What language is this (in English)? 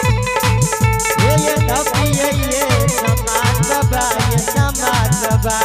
Angika